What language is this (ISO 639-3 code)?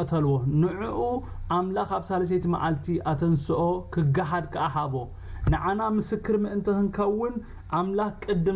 tir